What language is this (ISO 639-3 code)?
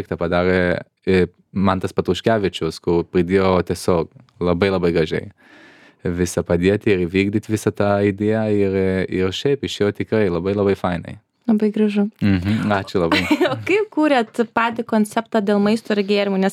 lit